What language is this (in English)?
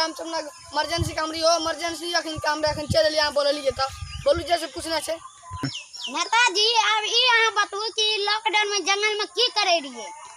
Maithili